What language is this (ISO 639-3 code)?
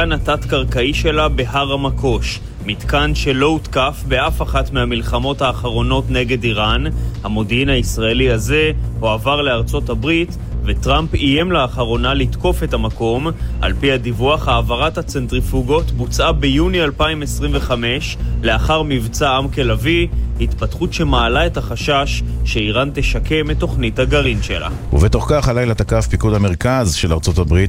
heb